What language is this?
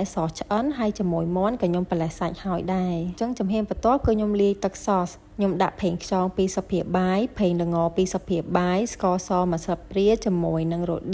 Khmer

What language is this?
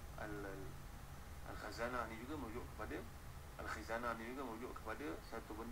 Malay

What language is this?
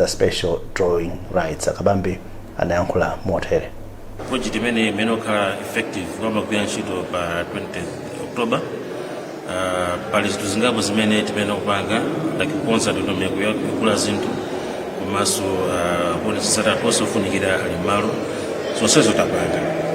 Nyanja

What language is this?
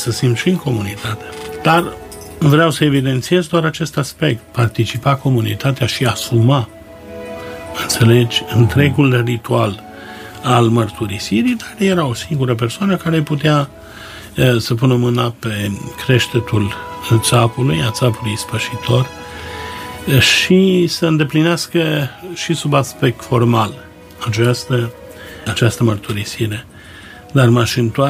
Romanian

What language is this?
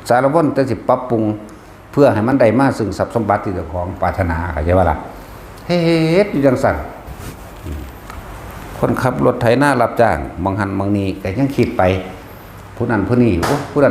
Northeastern Thai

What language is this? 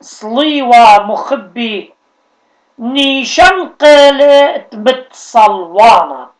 Assyrian Neo-Aramaic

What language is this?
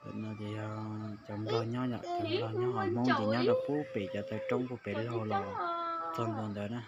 Hmong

